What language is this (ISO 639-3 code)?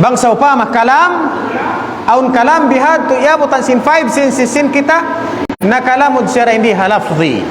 tsg